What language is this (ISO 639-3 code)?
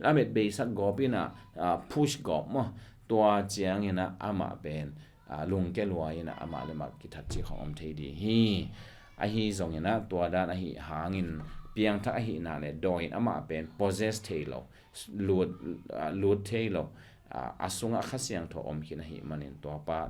ctd